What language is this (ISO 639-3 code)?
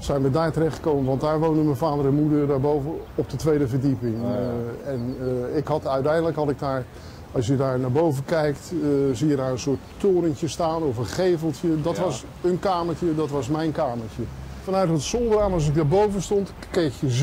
nld